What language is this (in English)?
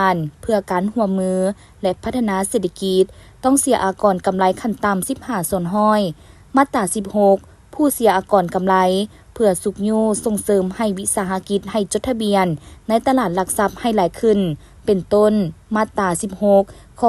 Lao